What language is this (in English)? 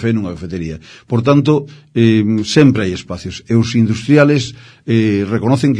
Galician